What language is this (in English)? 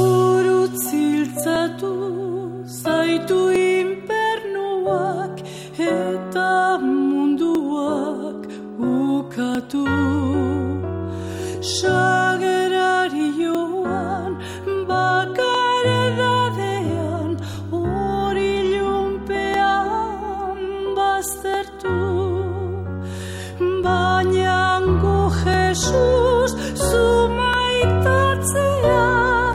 Basque